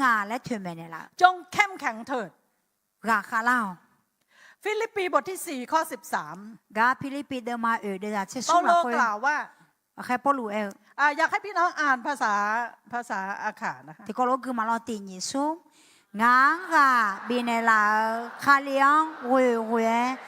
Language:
Akha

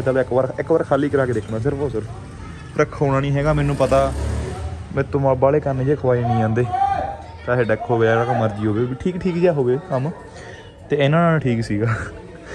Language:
Punjabi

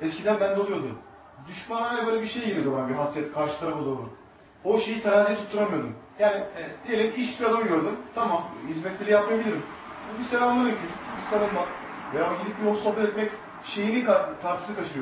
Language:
Turkish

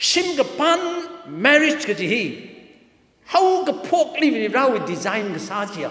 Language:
Tangkhul Naga (India)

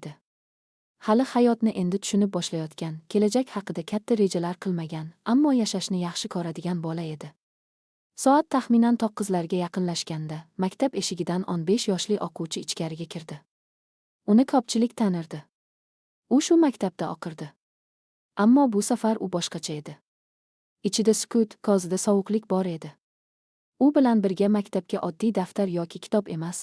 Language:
Uzbek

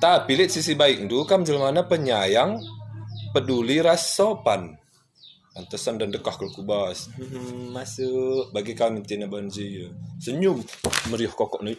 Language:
Batak Karo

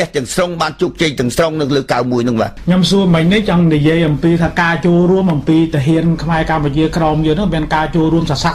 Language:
Khmer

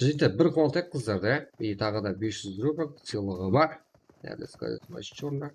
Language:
Kara-Kalpak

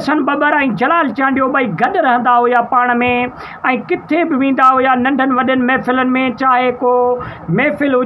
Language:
Sindhi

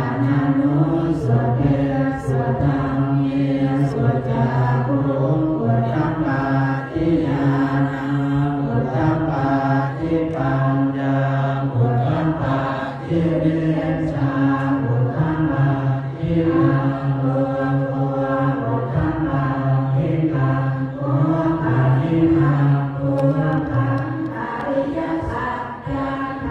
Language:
Pali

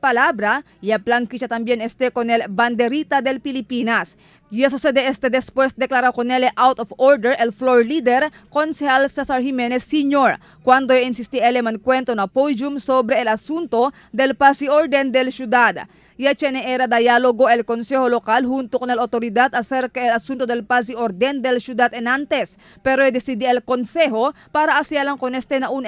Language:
Chavacano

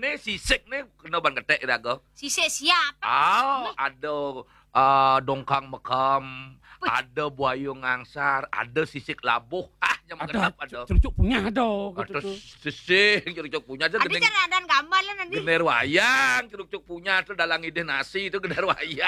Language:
Balinese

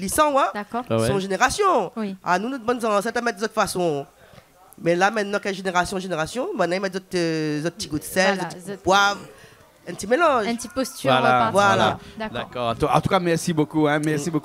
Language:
Réunion Creole French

